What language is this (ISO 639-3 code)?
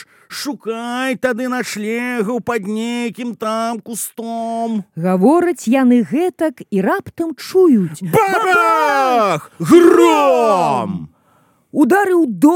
bel